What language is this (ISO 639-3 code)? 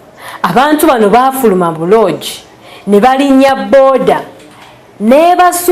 lug